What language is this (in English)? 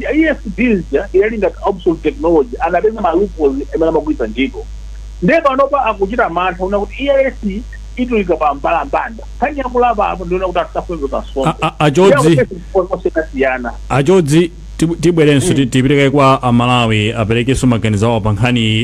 Nyanja